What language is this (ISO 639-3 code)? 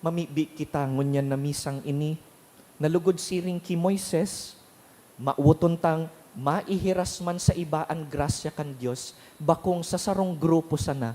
bik